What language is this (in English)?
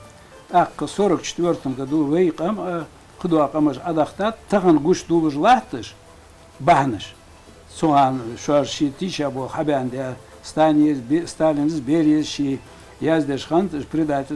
Ingush